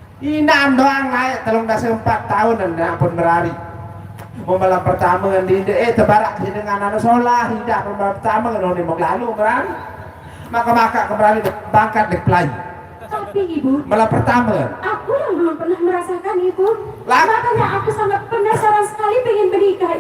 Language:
Sasak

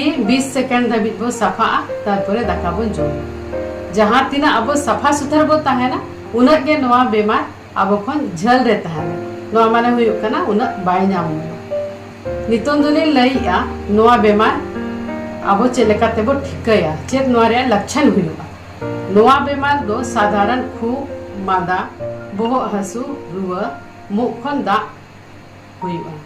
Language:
Santali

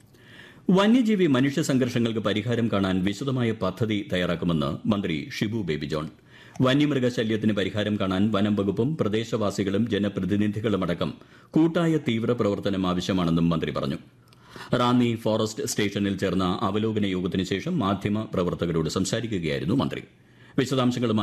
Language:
Malayalam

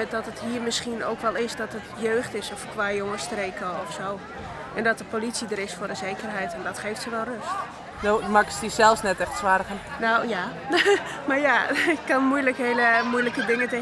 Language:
Western Frisian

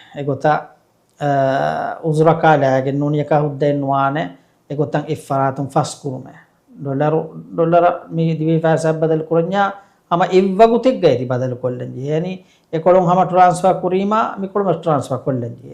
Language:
Divehi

